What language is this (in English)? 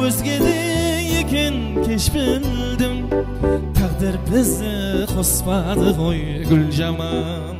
Kara-Kalpak